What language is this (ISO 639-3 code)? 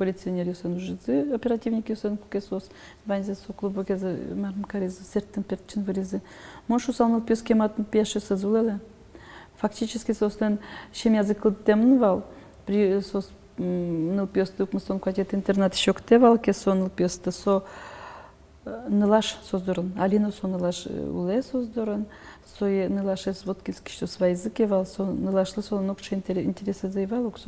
udm